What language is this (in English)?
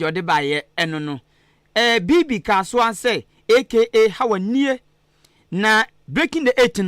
Akan